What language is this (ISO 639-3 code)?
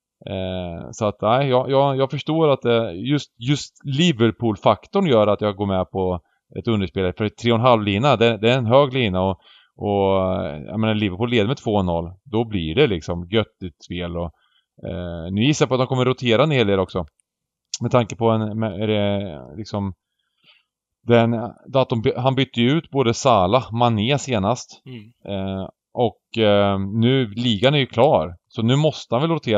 swe